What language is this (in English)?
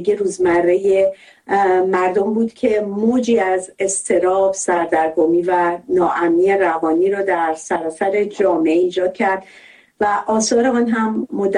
Persian